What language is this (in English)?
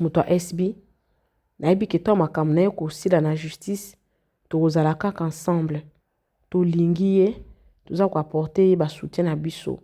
Lingala